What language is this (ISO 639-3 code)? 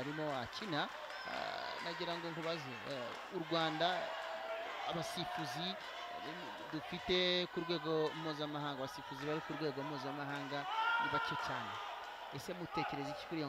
kin